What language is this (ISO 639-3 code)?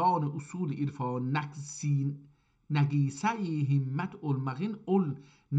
azb